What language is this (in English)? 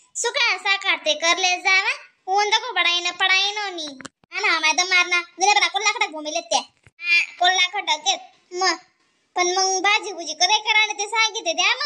Khandesi